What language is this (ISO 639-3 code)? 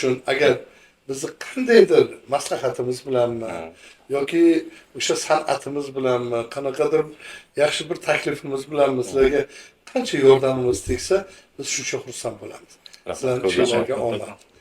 uzb